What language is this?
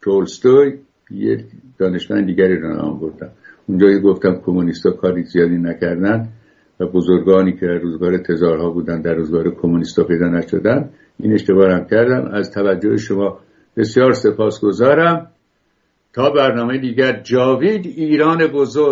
Persian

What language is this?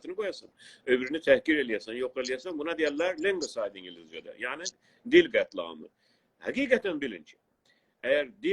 South Azerbaijani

